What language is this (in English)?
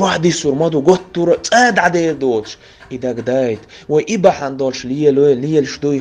Chechen